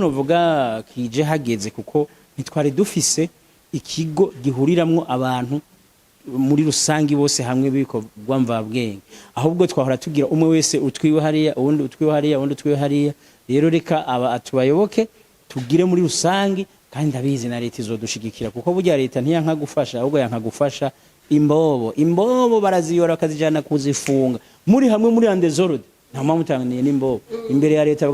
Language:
Rundi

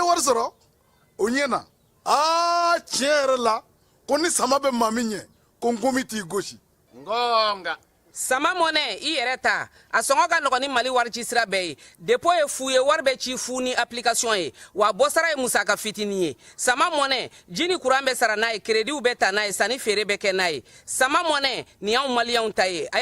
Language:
Bambara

